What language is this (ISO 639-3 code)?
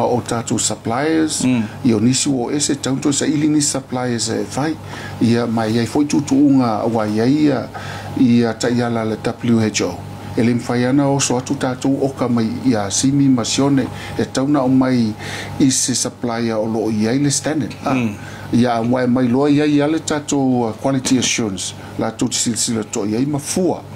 smo